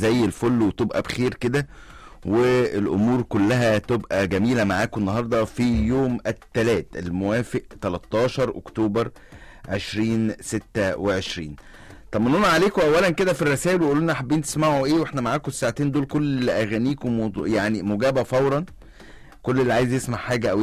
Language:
Egyptian Arabic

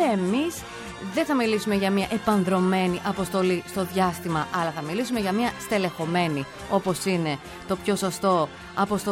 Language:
Greek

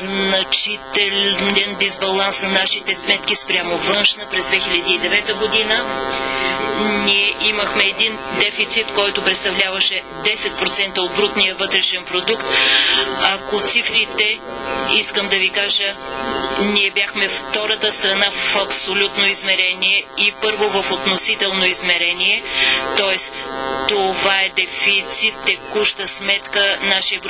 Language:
Bulgarian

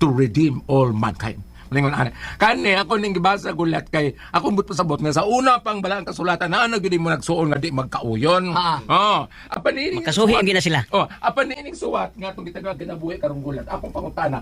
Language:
Cebuano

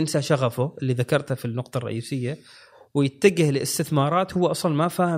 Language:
Gulf Arabic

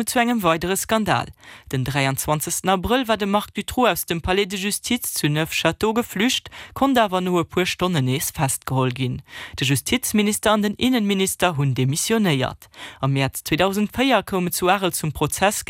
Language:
Luxembourgish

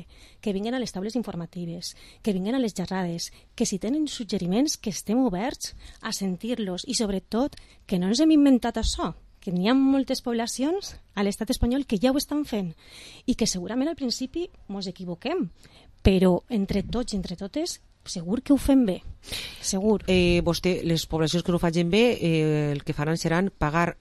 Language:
Catalan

